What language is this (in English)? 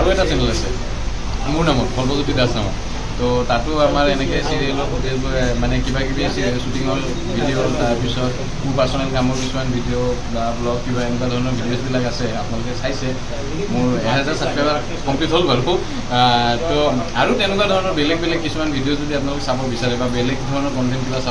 Assamese